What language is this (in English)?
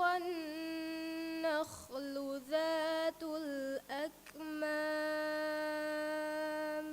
Divehi